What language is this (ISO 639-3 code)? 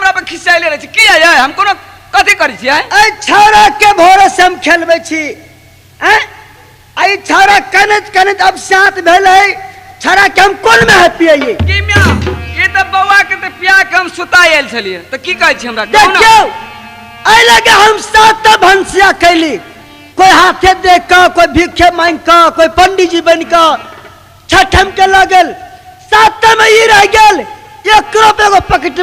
mai